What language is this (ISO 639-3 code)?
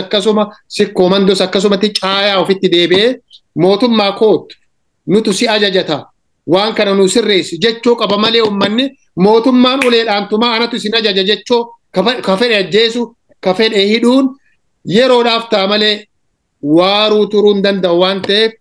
orm